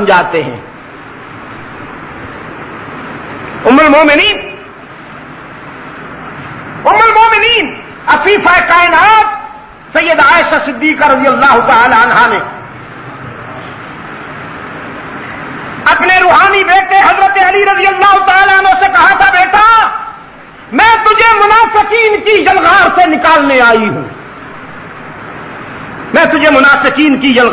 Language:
Urdu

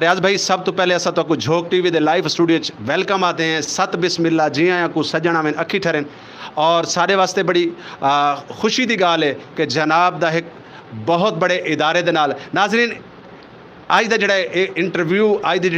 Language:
Saraiki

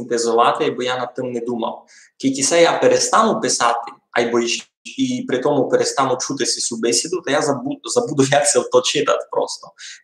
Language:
Rusyn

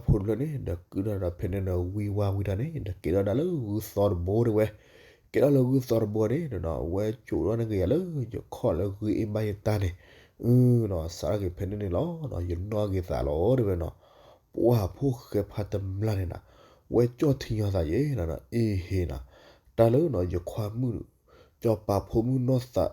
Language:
S'gaw Karen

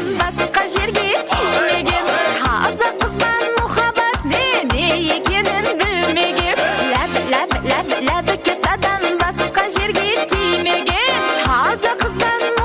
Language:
Kara-Kalpak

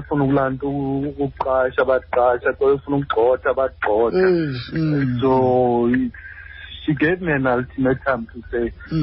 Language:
Xhosa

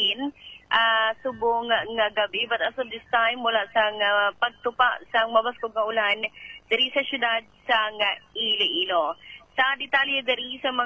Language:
Hiligaynon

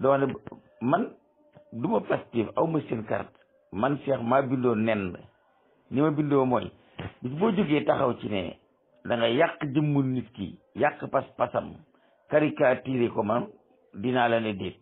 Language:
Wolof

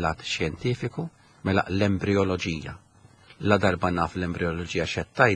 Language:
Maltese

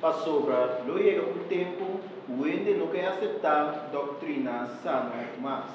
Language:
Papiamento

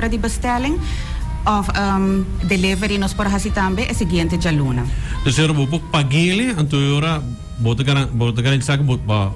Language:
Papiamento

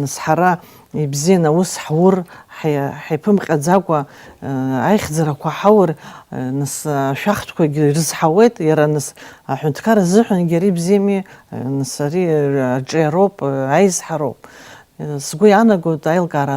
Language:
Abkhazian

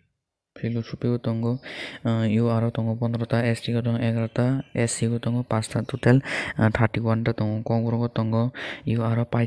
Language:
Kok Borok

